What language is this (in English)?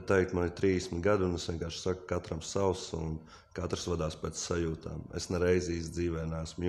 Latvian